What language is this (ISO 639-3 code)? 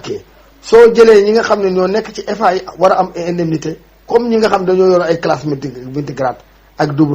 wol